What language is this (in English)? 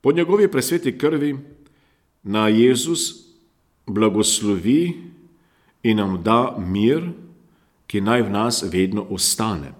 Slovenian